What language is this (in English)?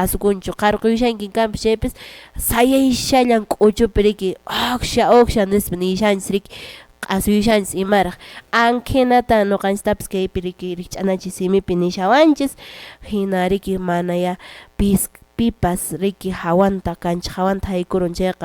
Quechua